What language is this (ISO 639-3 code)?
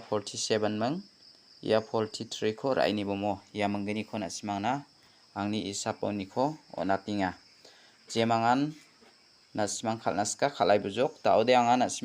grt